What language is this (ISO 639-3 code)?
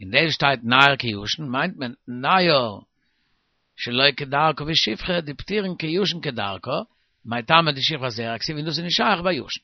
yid